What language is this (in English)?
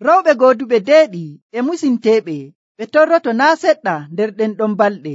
Nigerian Fulfulde